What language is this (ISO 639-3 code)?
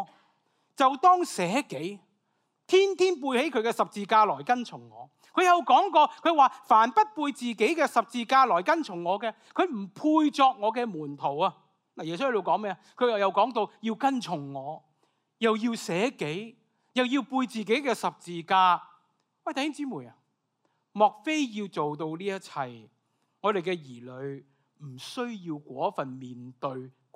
yue